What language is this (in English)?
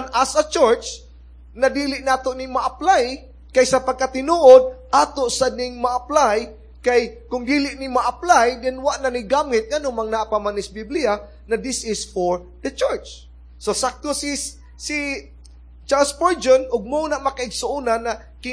Cebuano